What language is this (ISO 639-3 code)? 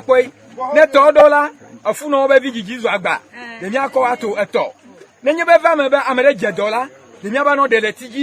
ewe